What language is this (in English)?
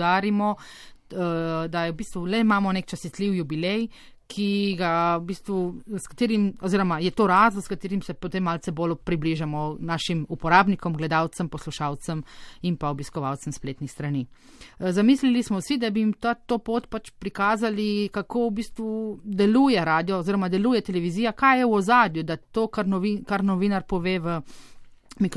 Slovenian